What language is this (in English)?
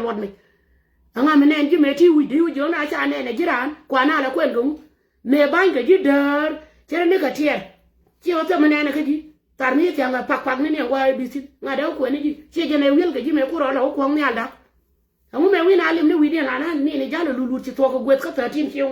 Nuer